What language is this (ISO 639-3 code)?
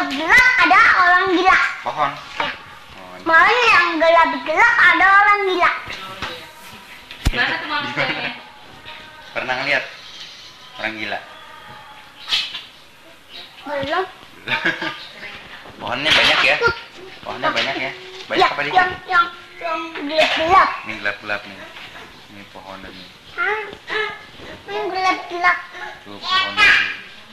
ind